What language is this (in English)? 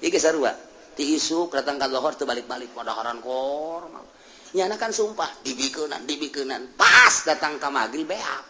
Sundanese